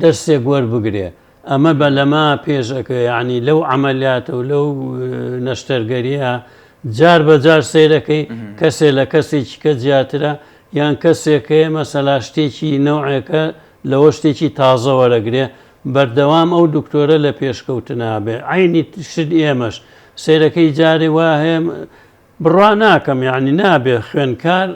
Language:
Central Kurdish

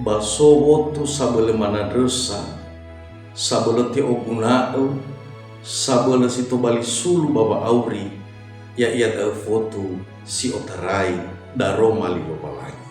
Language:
Nias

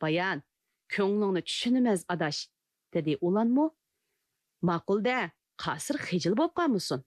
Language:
Uyghur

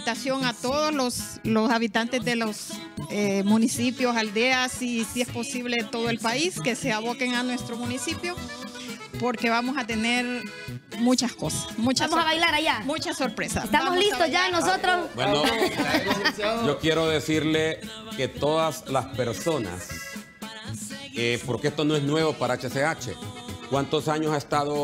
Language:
Spanish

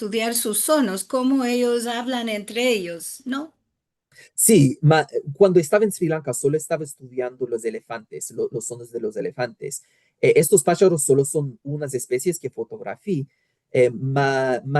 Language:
Ladino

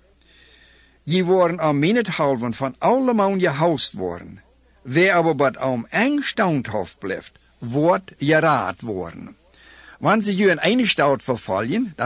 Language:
Plautdietsch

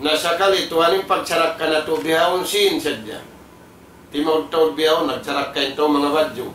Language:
Tausug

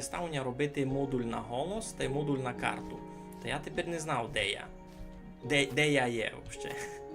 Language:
Rusyn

